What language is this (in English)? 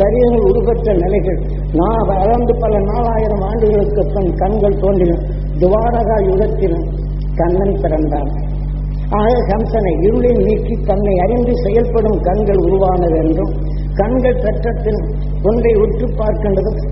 Tamil